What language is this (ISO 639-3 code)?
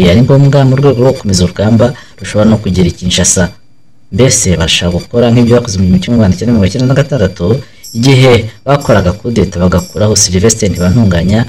kin